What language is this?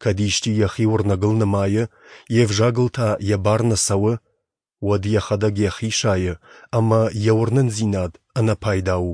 Ossetic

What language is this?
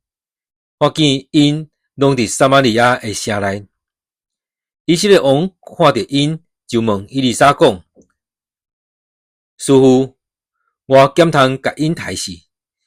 Min Nan Chinese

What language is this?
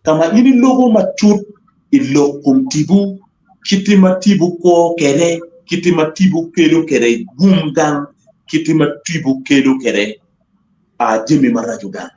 Acoli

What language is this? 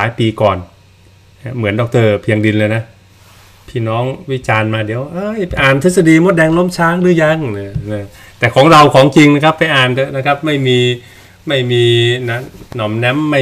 Thai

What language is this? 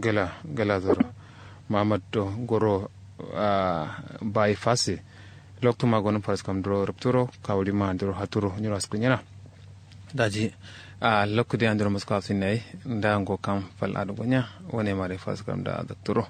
Kanuri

